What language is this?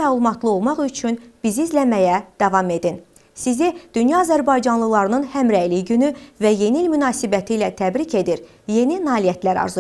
Azerbaijani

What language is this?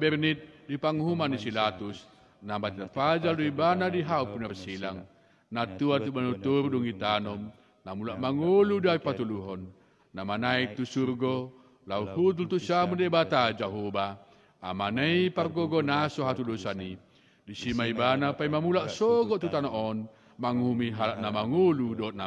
Batak Toba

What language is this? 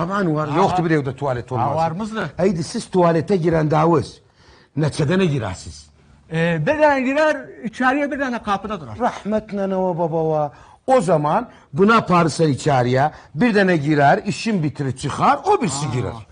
South Azerbaijani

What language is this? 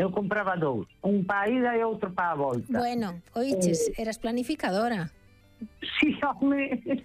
Galician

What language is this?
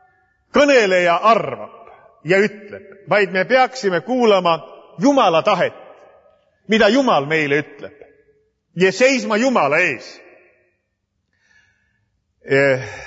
Estonian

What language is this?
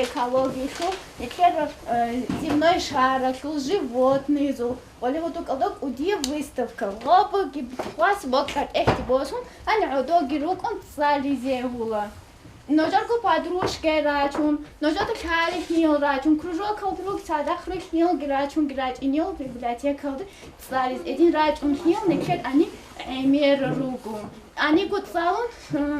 Avaric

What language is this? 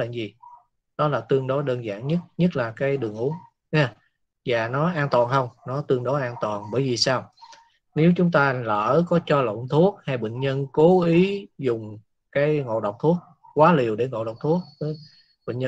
Vietnamese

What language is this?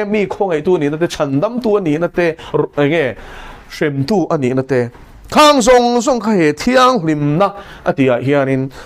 Mizo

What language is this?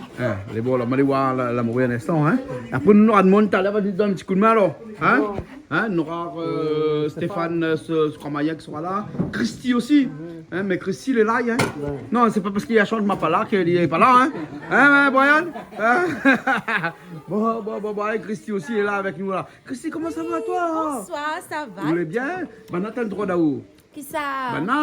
Réunion Creole French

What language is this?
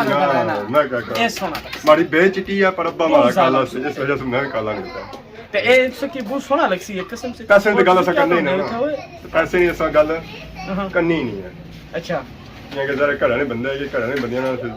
Pahari-Potwari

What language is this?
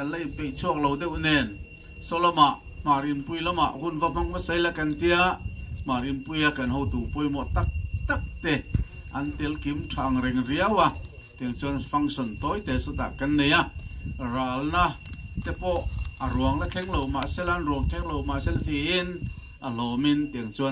Mizo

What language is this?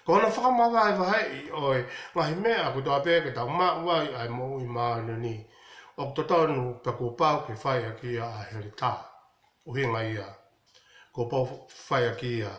Tongan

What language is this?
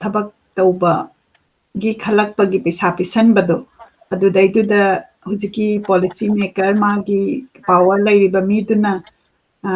Manipuri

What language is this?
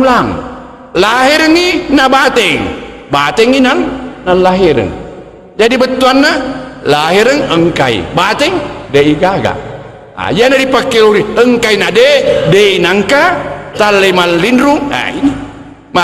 Buginese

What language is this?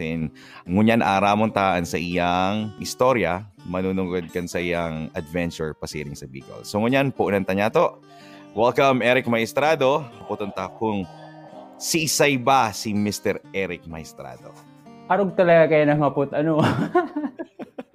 Bikol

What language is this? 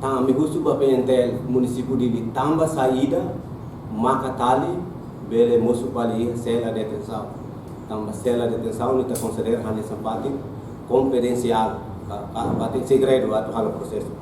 Tetum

